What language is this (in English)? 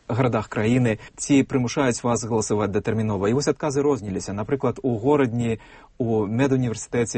Belarusian